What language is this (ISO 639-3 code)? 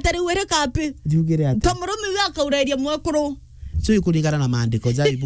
mer